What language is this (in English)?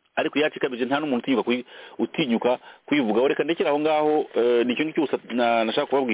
Kinyarwanda